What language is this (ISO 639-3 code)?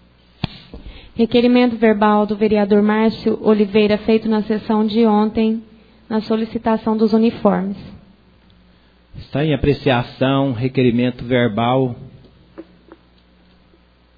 por